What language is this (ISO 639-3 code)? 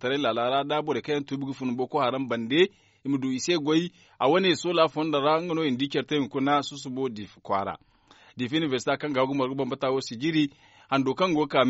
dje